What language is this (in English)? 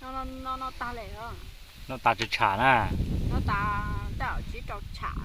Hmong